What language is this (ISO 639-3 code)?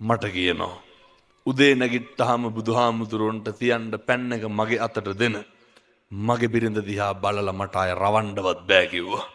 sin